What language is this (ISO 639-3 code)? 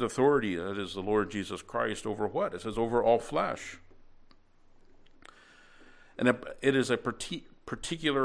eng